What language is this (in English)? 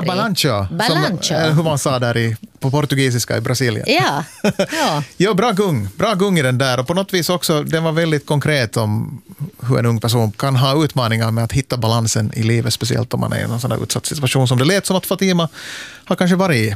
Swedish